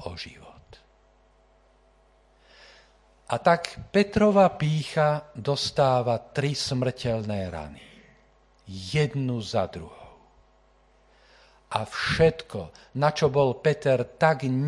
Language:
Slovak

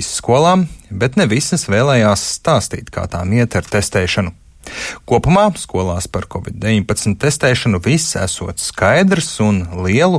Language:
Latvian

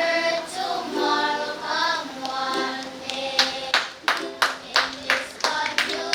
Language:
Pohnpeian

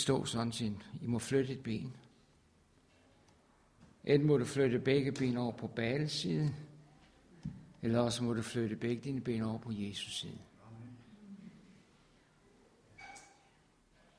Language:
Danish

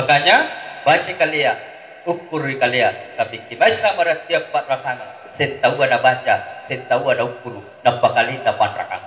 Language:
Makasar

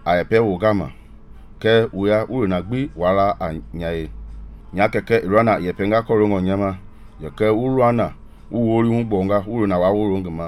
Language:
Mende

